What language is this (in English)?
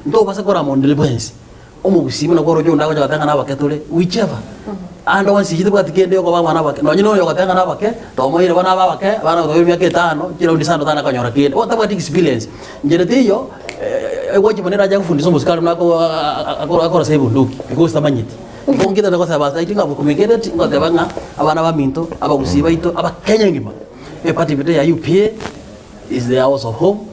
Gusii